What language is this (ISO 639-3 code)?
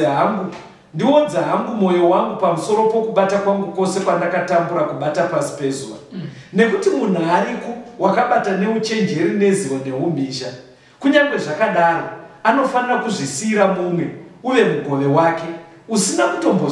sna